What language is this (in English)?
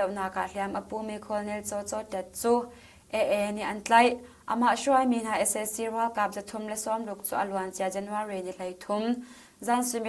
Hakha Chin